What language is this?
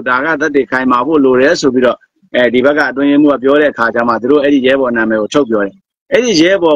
Burmese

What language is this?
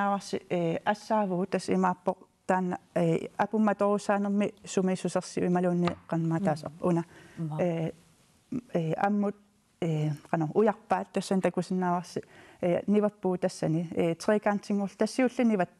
Kalaallisut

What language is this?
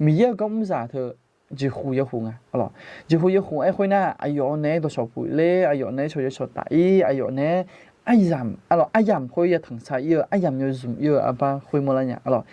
Akha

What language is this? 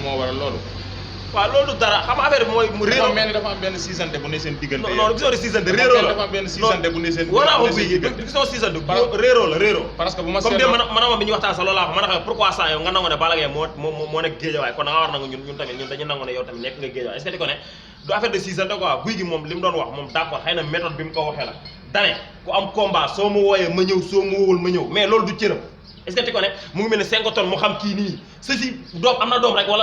Wolof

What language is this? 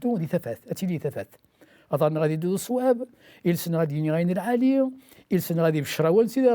Kabyle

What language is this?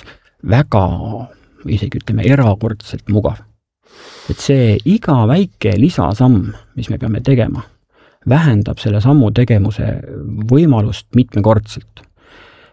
Estonian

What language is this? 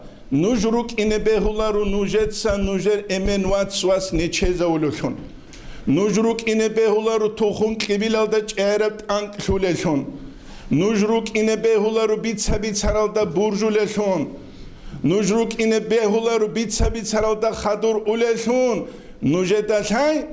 Avaric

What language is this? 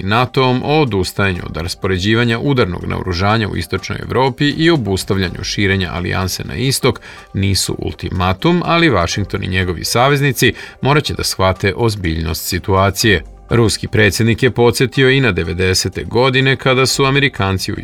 Serbian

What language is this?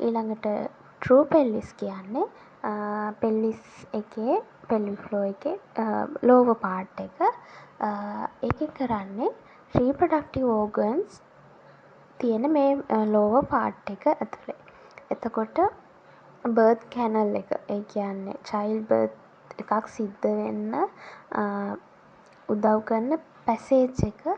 Sinhala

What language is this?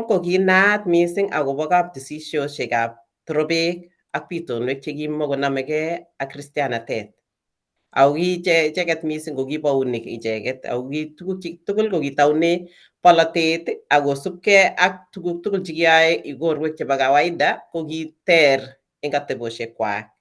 Kalenjin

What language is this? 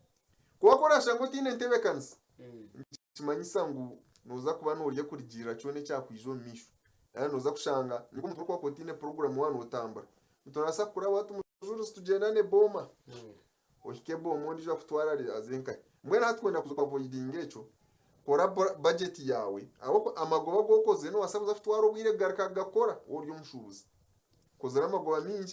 Nyankole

